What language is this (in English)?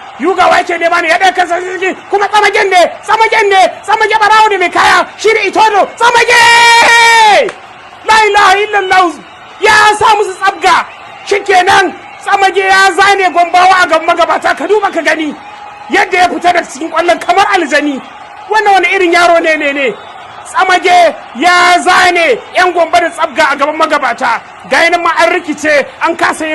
Hausa